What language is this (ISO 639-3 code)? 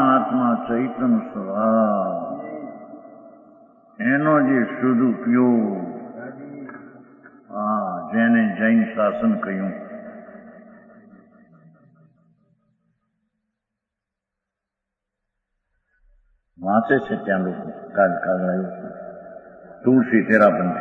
guj